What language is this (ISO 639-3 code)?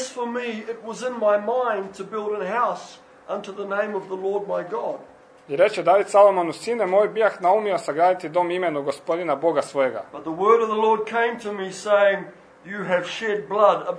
hrv